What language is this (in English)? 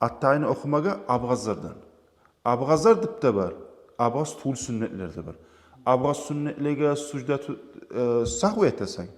Kumyk